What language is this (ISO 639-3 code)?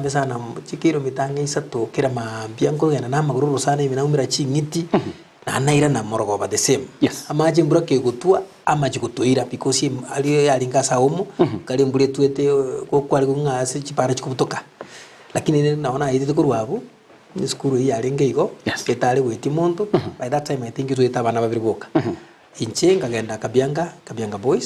guz